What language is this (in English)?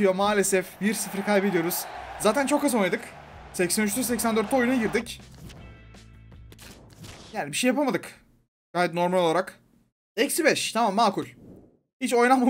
Turkish